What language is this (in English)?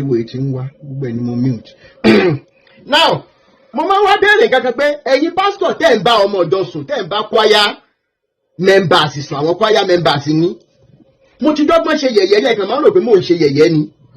Yoruba